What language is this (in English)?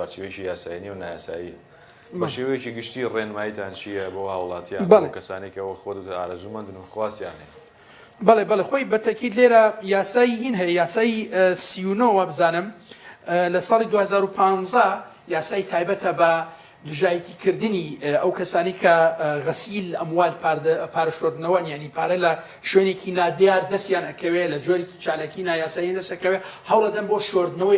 Central Kurdish